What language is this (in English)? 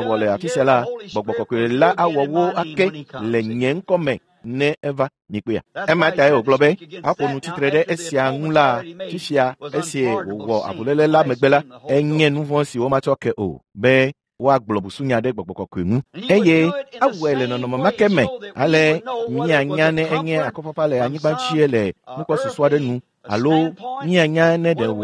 Ewe